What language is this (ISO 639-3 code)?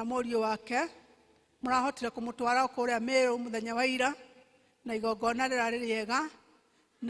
kik